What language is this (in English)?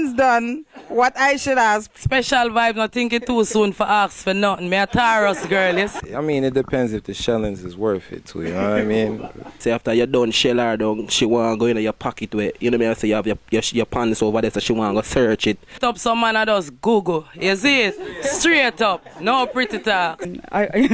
Jamaican Creole English